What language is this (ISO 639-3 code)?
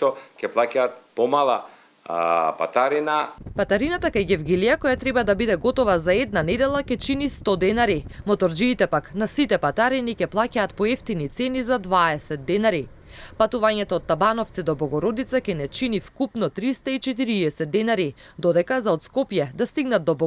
mkd